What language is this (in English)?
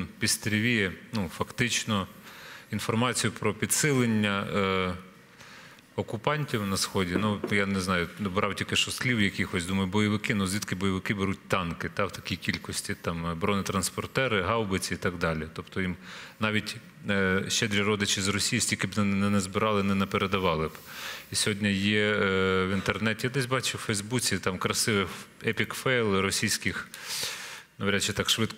Ukrainian